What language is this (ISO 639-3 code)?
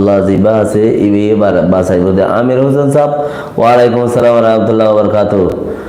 rhg